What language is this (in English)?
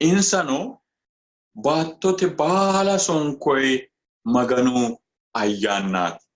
Sidamo